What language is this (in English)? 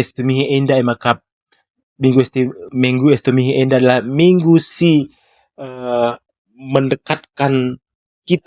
Batak Karo